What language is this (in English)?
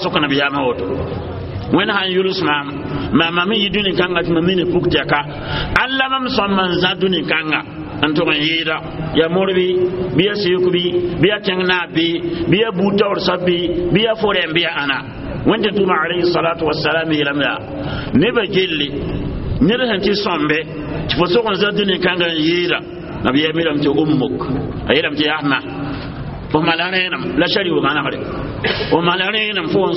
Mossi